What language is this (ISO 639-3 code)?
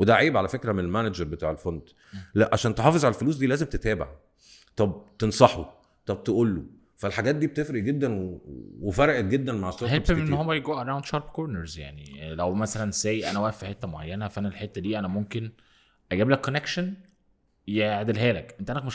arz